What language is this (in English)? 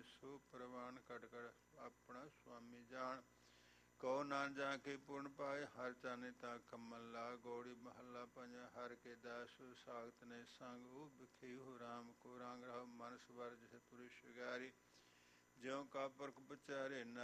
Punjabi